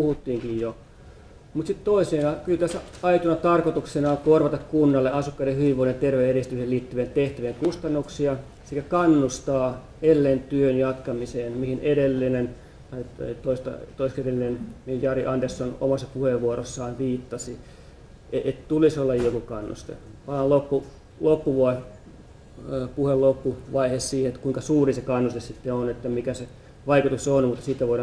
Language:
Finnish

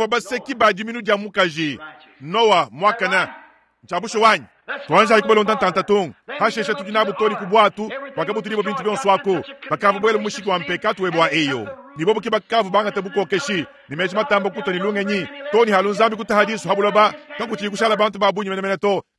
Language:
Luba-Lulua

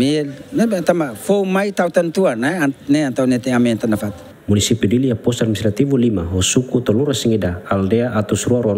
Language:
Tetum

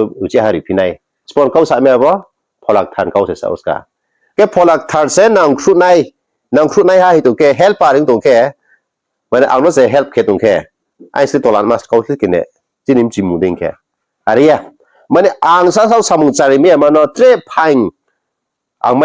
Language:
Riang (India)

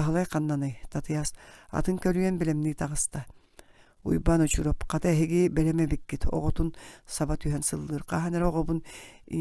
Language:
Yakut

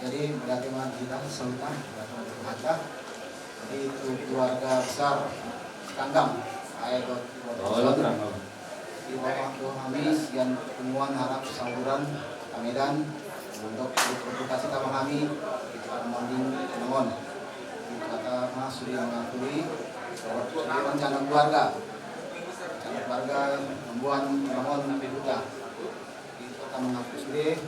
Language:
Batak Toba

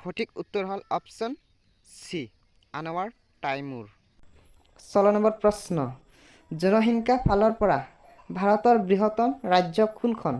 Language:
Assamese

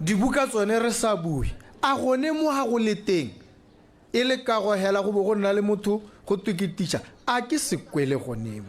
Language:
Tswana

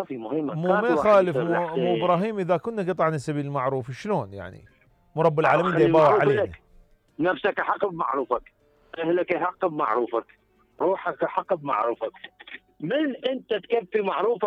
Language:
Mesopotamian Arabic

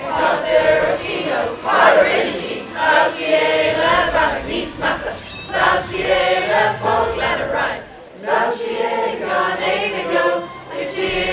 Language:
Irish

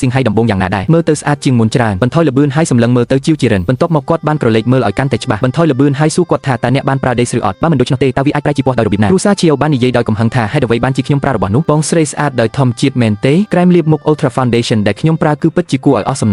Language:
Khmer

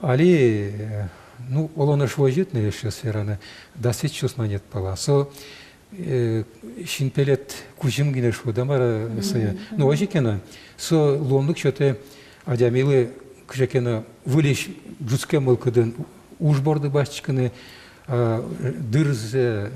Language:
Udmurt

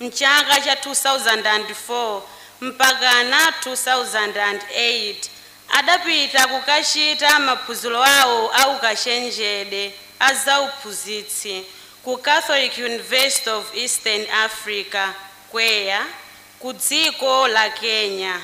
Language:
Nyanja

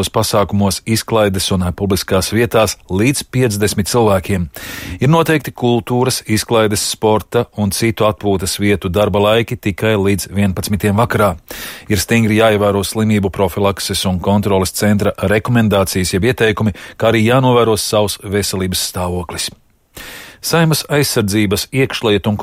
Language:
Latvian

